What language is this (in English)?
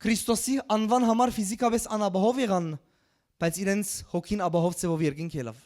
Western Armenian